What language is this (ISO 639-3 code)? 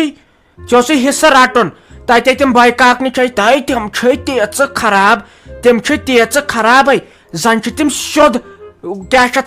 kas